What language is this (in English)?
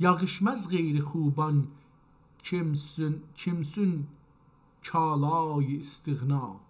South Azerbaijani